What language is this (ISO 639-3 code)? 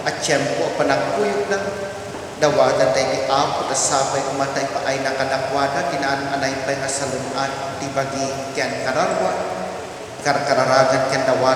ilo